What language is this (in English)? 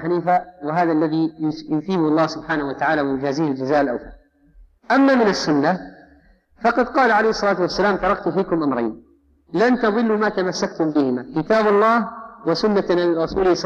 Arabic